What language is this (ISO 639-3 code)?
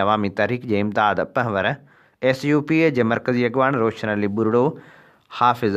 snd